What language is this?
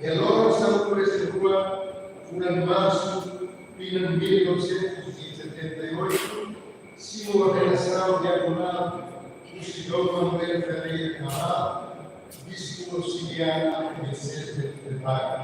Tetum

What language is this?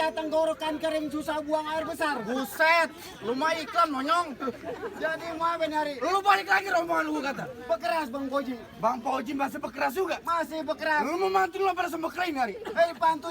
Betawi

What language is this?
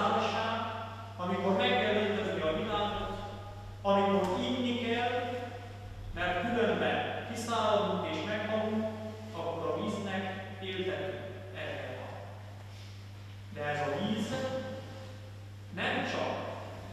Hungarian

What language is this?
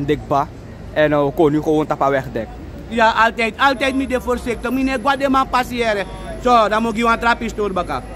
Sranan Tongo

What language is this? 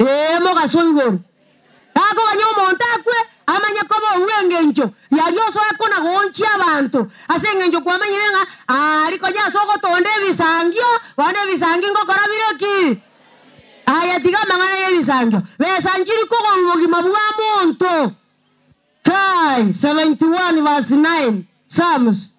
Gusii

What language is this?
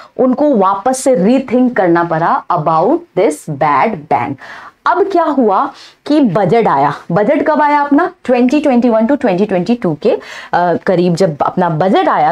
Hindi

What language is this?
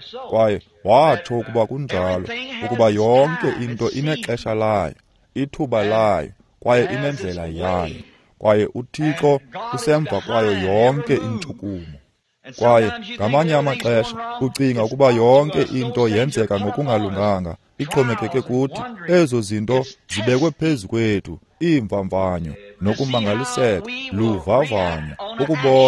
Xhosa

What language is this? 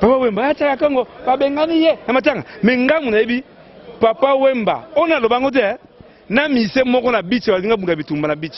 Lingala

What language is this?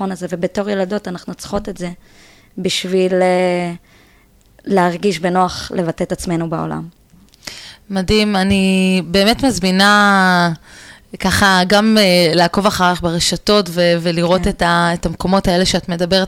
Hebrew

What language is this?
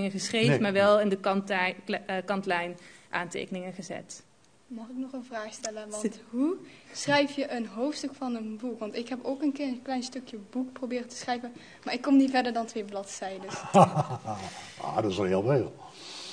Dutch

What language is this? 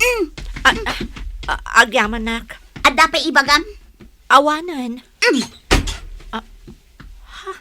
Iloko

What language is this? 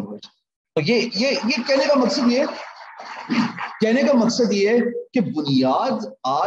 Urdu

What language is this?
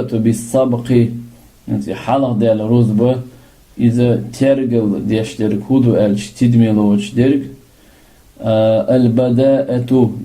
Chechen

